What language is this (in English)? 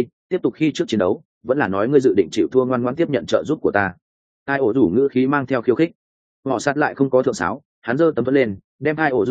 Vietnamese